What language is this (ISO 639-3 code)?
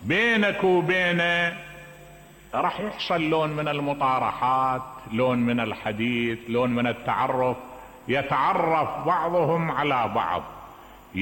acm